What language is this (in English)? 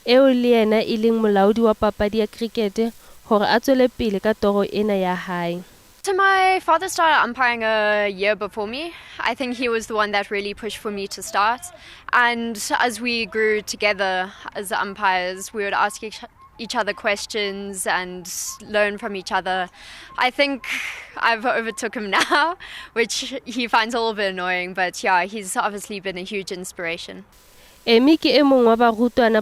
Southern Sotho